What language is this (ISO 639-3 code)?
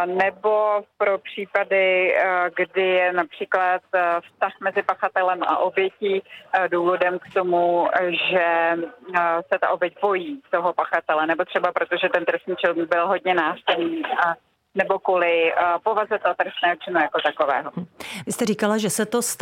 ces